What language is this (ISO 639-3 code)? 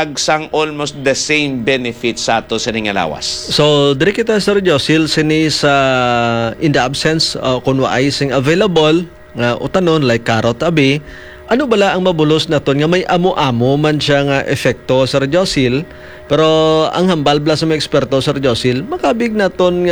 hil